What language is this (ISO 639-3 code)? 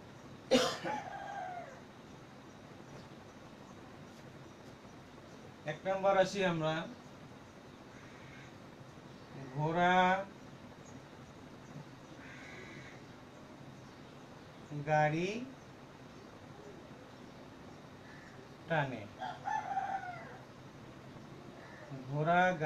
ben